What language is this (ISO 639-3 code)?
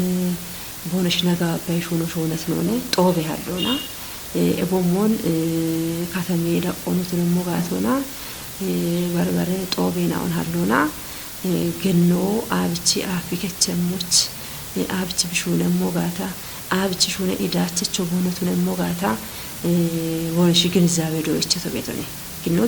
kbr